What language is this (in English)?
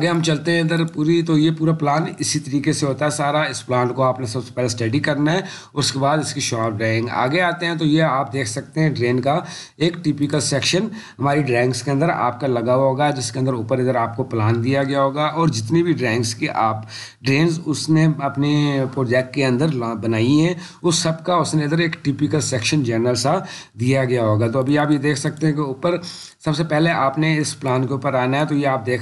Urdu